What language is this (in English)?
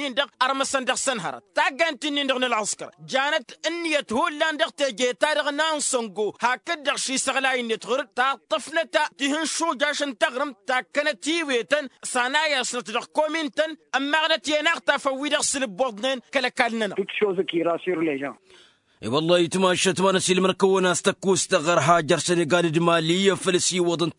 Tamasheq